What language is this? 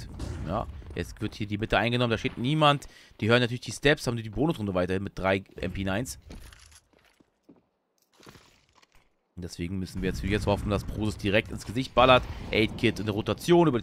German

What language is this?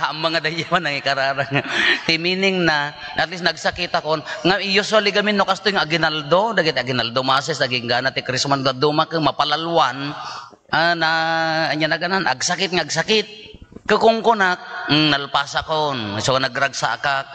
Iloko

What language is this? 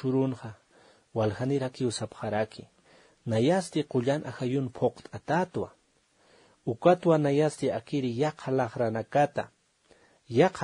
Aymara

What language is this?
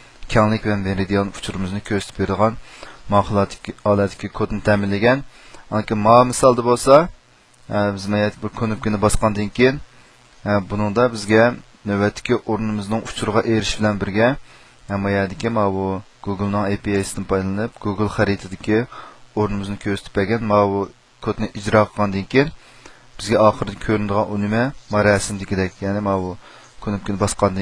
Uyghur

